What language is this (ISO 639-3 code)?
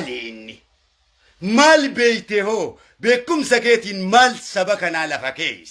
orm